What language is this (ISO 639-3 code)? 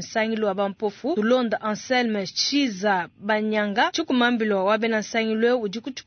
lua